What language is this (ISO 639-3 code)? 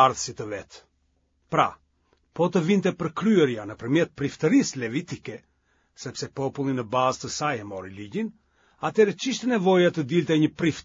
sqi